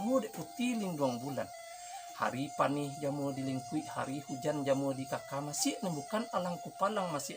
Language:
Minangkabau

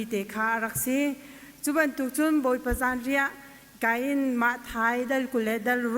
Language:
Hakha Chin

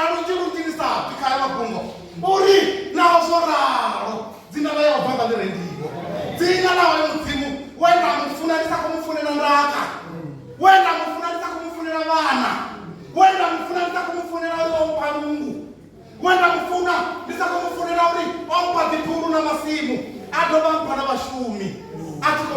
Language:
Venda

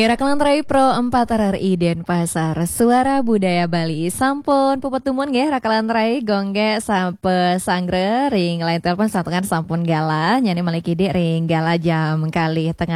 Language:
Balinese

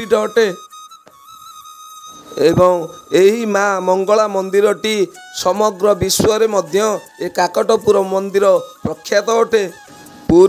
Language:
Odia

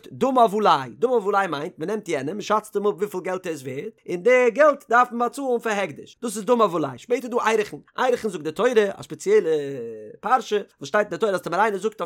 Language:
Yiddish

